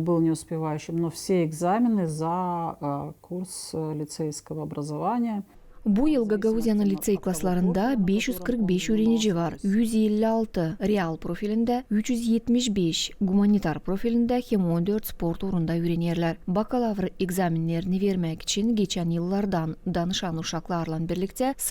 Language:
Gagauz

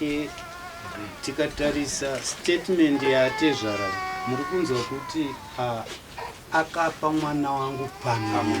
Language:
Shona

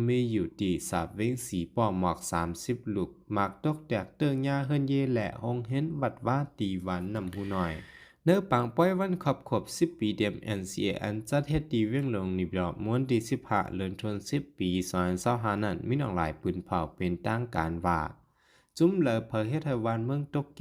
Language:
Shan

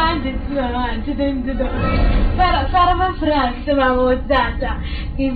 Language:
Dagbani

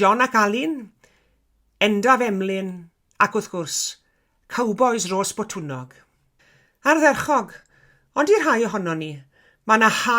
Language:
Welsh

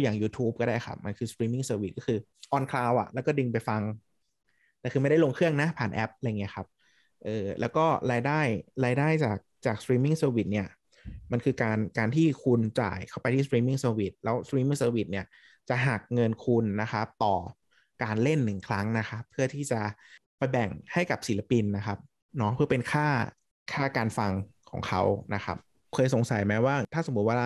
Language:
Thai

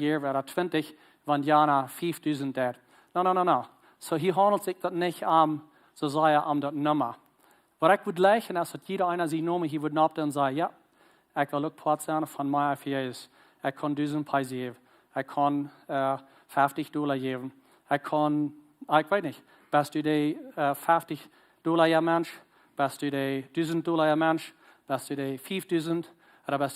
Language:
Plautdietsch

